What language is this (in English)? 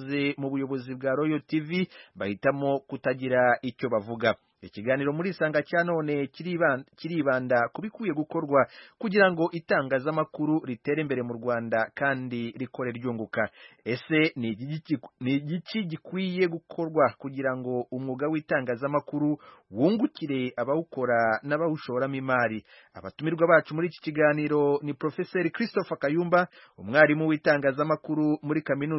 Kinyarwanda